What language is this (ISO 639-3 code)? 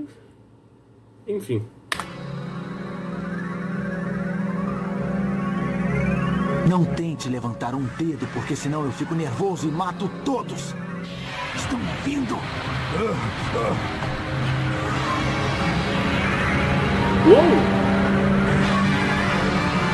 por